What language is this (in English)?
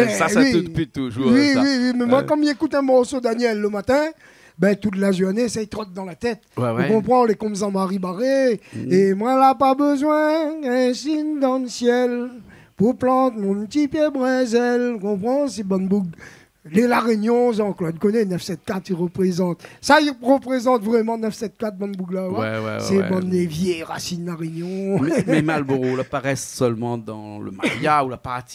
Réunion Creole French